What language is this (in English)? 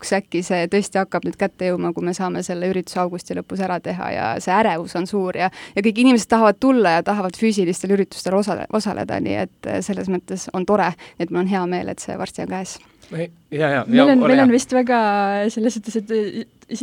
Estonian